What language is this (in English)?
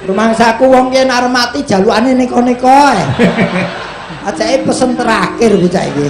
Javanese